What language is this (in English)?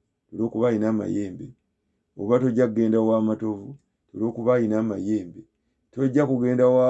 Ganda